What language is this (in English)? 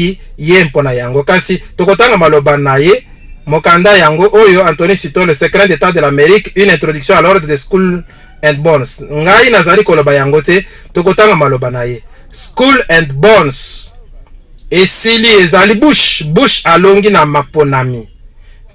Lingala